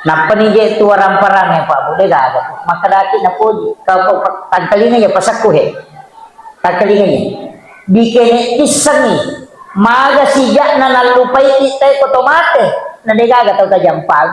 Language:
Buginese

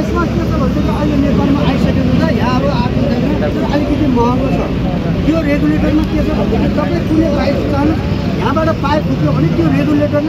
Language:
Nepali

